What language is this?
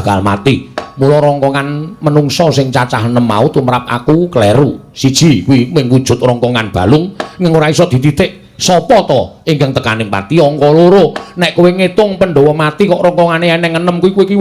Javanese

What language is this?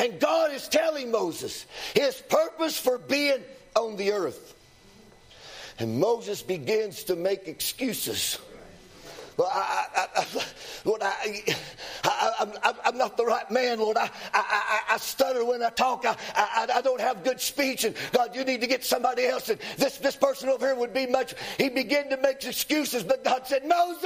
English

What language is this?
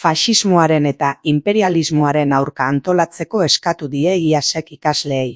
Basque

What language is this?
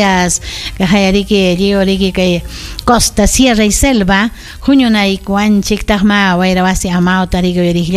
Ayacucho Quechua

